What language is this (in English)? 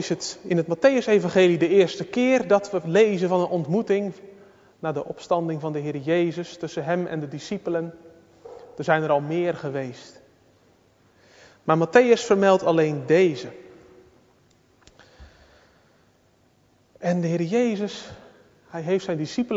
Dutch